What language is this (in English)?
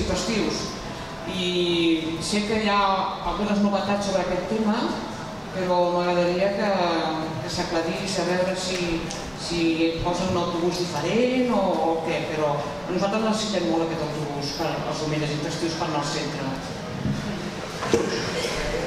Catalan